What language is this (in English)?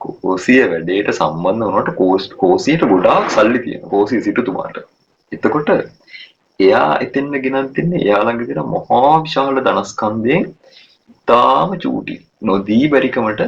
Sinhala